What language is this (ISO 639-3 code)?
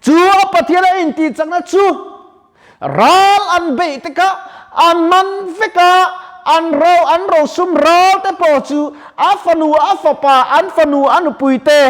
lus